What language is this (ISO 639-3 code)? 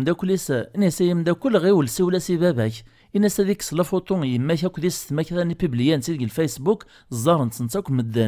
kab